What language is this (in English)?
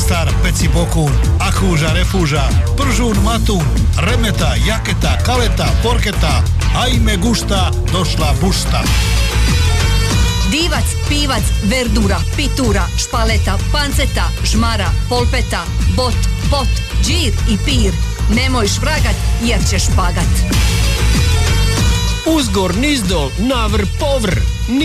Croatian